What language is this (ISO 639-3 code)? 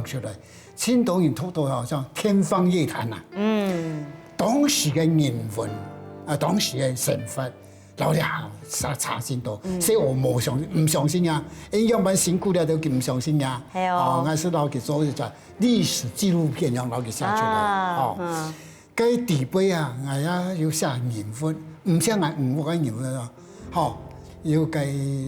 hak